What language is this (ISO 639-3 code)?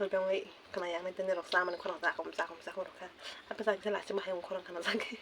trp